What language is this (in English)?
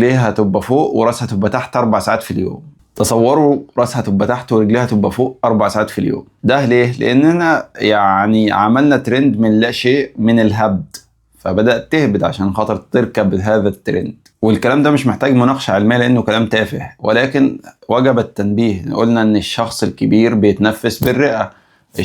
Egyptian Arabic